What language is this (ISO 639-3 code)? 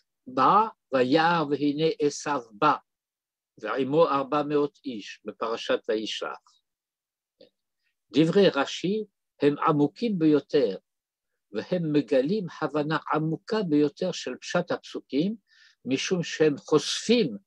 heb